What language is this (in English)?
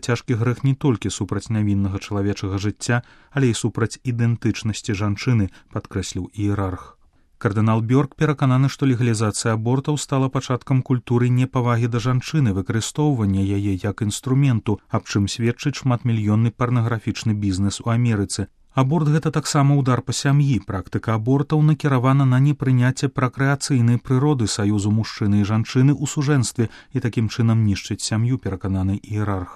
Belarusian